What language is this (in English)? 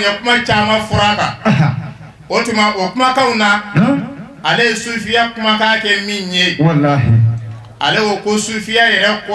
Bambara